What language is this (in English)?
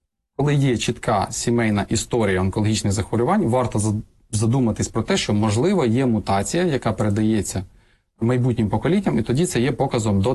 Ukrainian